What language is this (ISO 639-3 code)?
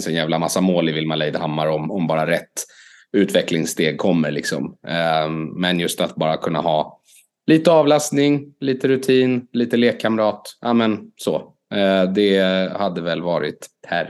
swe